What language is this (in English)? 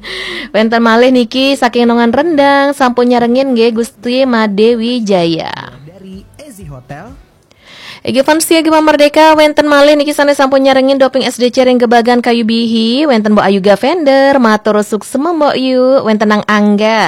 Balinese